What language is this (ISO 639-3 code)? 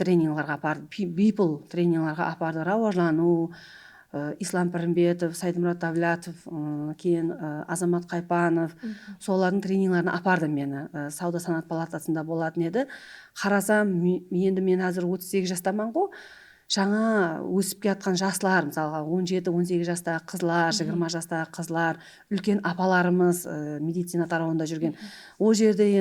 kaa